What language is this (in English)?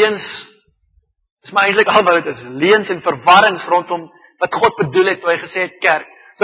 Afrikaans